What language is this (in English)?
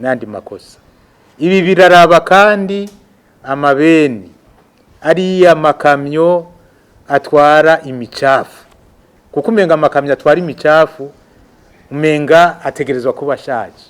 Rundi